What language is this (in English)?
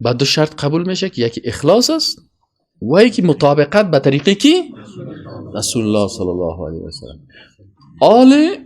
Persian